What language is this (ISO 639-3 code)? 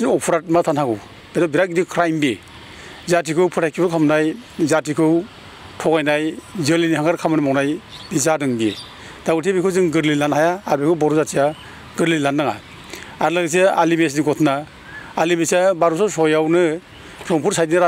brx